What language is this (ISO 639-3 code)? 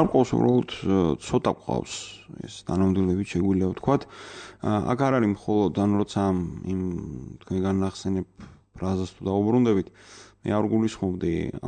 kat